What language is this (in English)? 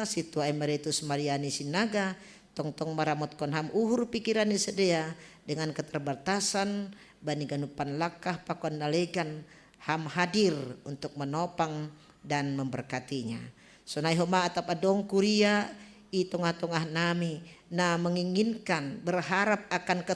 Batak Simalungun